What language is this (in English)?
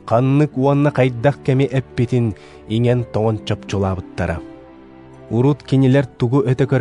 Yakut